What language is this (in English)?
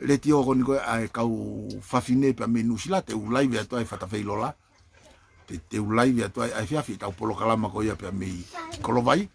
Tongan